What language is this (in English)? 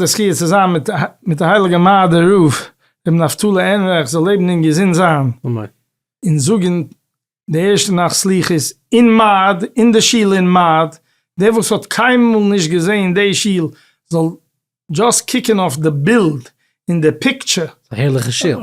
Yiddish